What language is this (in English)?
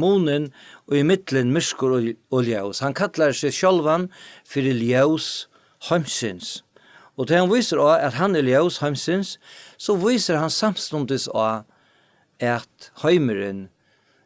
Faroese